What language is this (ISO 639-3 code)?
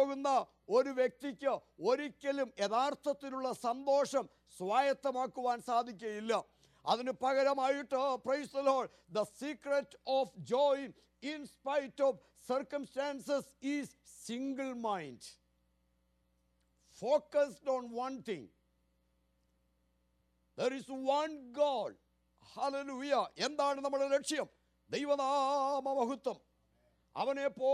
mal